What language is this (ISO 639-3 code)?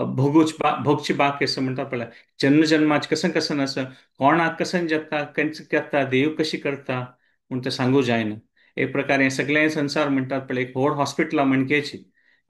kok